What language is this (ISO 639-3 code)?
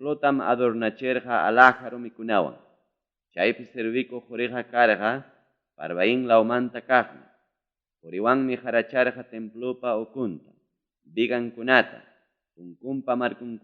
quy